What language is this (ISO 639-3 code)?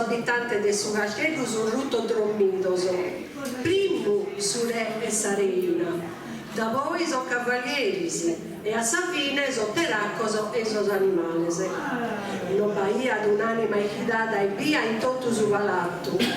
srd